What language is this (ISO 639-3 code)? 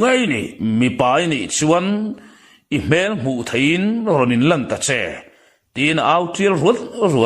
lus